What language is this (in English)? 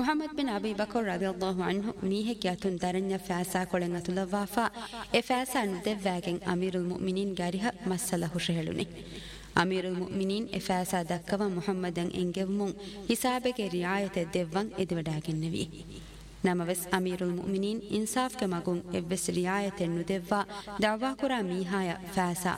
Divehi